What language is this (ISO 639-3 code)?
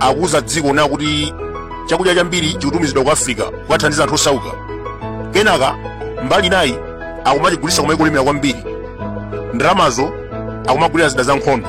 nya